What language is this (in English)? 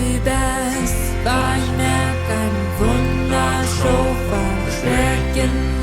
Plautdietsch